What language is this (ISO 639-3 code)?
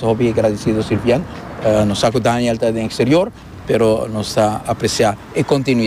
pap